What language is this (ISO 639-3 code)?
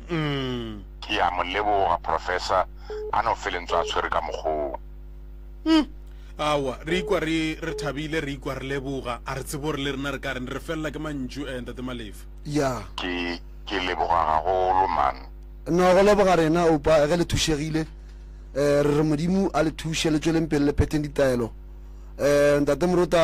nso